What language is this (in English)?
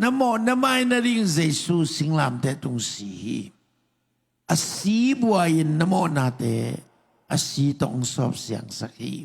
Tedim Chin